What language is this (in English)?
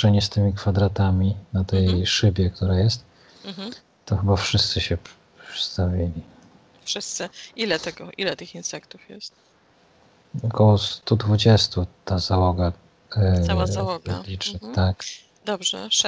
Polish